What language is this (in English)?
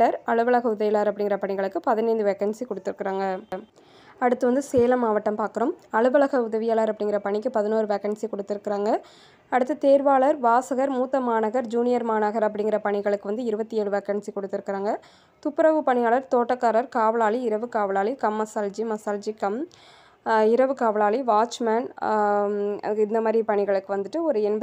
Tamil